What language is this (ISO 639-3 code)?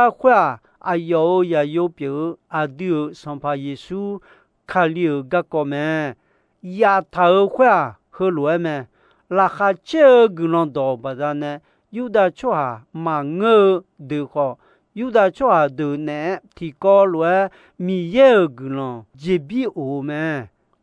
ahk